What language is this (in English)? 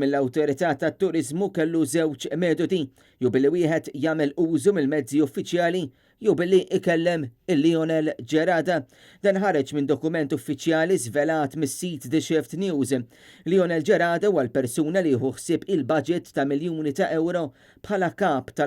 Maltese